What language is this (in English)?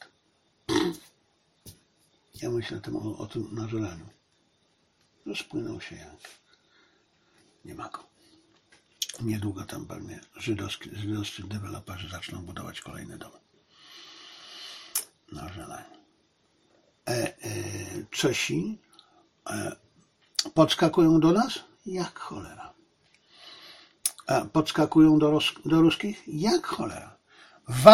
Polish